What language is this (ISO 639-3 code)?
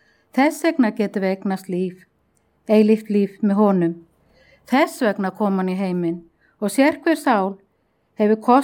isl